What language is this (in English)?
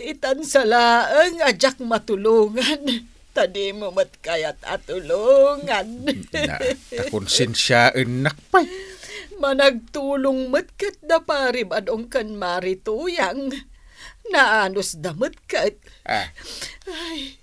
Iloko